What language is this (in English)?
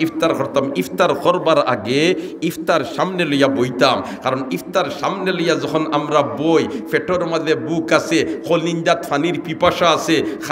Sylheti